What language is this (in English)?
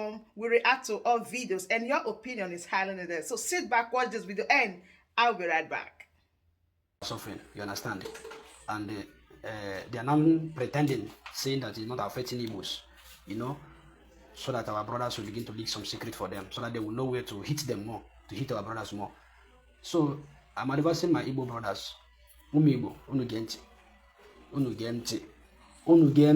Nigerian Pidgin